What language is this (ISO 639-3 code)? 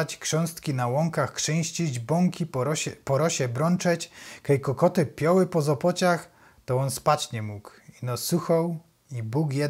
szl